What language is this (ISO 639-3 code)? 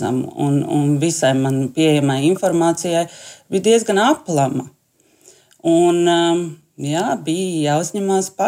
lav